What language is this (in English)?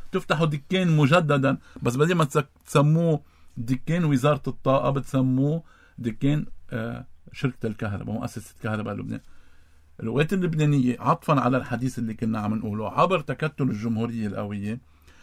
North Levantine Arabic